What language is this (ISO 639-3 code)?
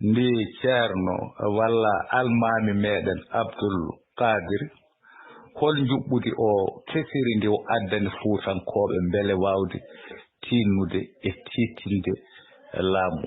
ful